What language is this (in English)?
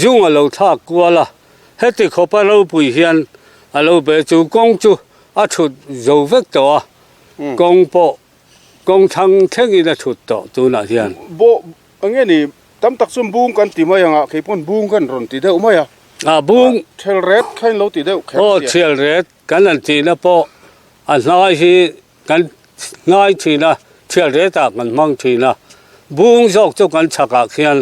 Mizo